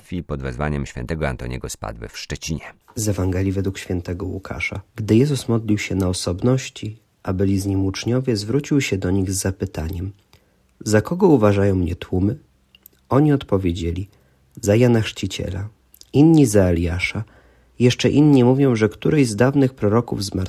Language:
Polish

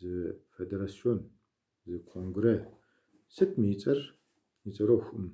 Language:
Kabardian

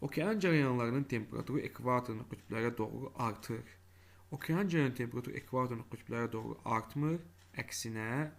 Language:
Azerbaijani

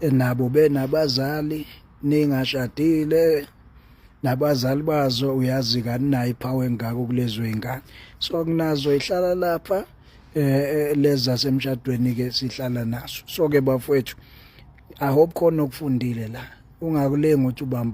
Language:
Zulu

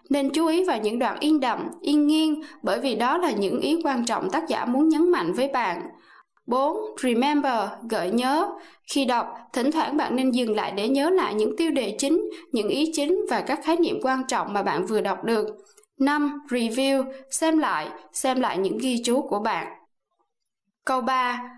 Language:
Vietnamese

